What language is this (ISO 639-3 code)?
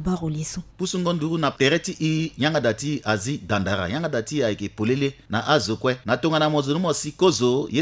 sag